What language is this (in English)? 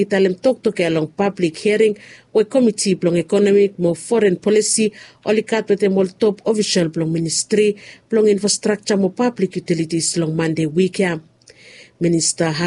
Bislama